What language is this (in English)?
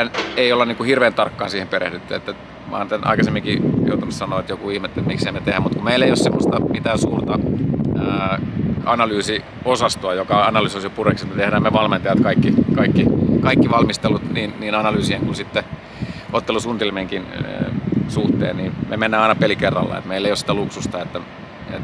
Finnish